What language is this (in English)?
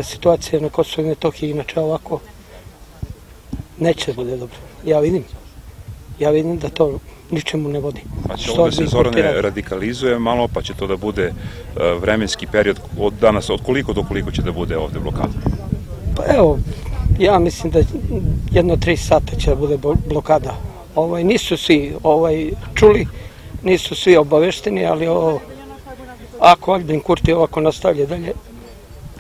Serbian